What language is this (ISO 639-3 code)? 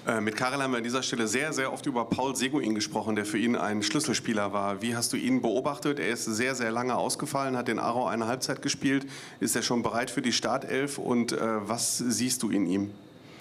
deu